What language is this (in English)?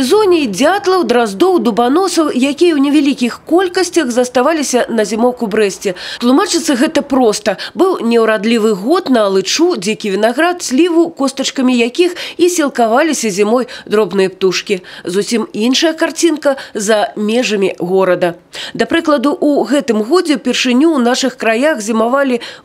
Belarusian